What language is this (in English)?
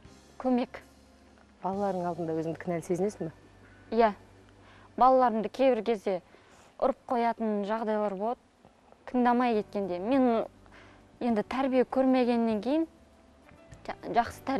Kazakh